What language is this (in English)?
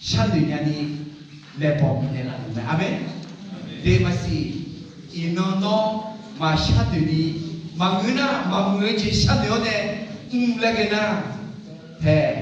Akha